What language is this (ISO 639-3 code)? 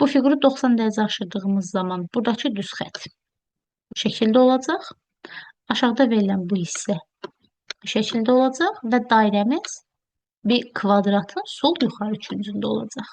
aze